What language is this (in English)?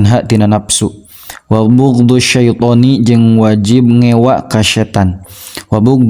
Sundanese